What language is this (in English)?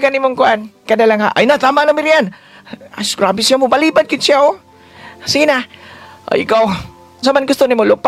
Cebuano